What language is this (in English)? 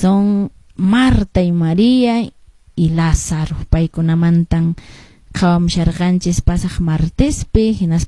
Quechua